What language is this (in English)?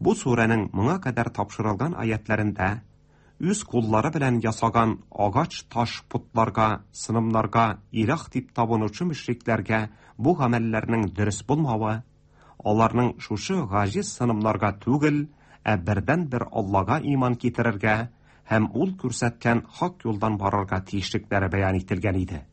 Tatar